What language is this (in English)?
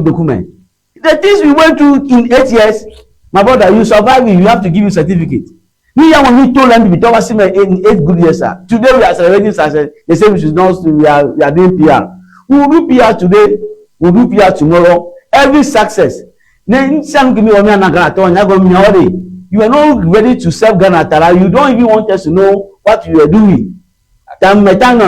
Ewe